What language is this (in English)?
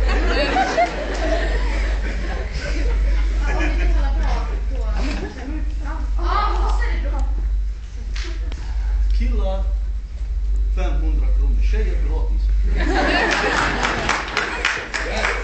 Swedish